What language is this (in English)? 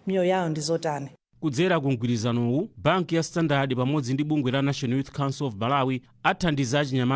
Nyanja